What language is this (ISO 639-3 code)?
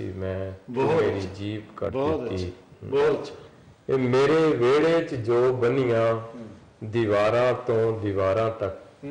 pan